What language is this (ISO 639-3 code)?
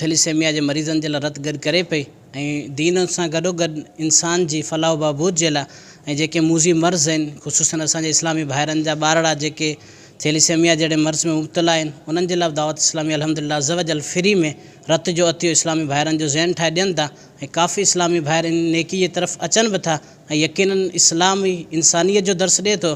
snd